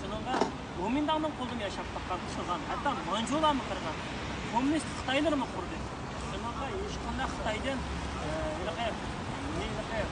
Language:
Uyghur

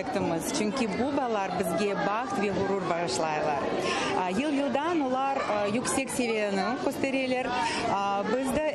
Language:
Crimean Tatar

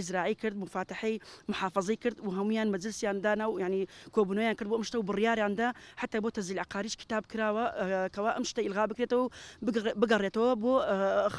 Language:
Central Kurdish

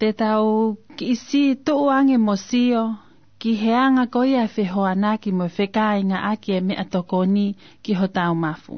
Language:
Tongan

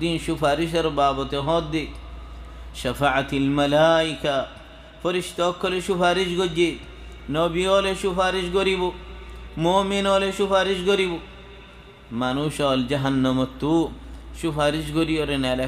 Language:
Rohingya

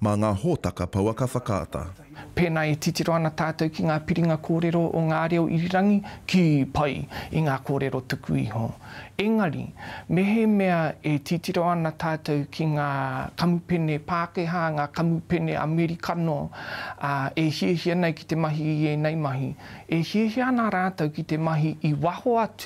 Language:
Māori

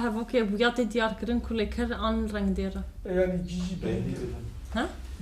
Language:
Kurdish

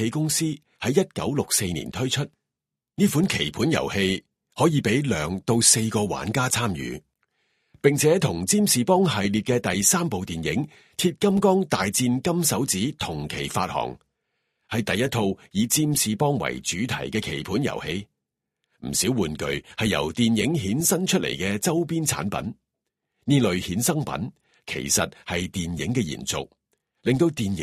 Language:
Cantonese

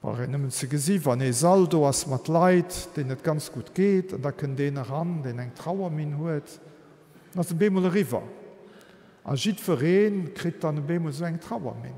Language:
Luxembourgish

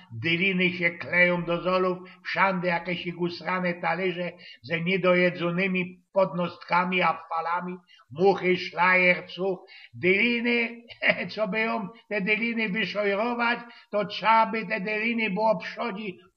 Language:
Silesian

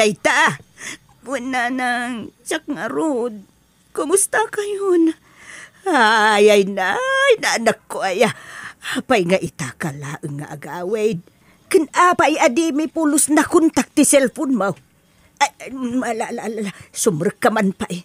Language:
Iloko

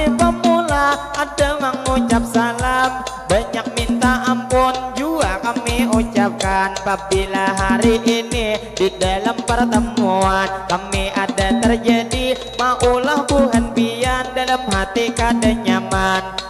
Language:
Banjar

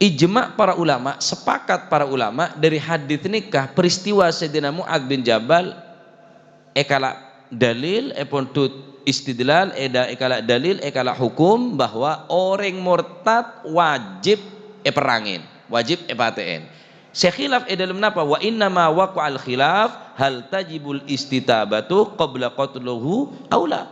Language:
Madurese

